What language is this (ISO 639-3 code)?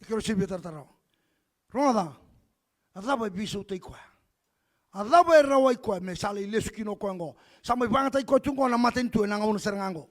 fij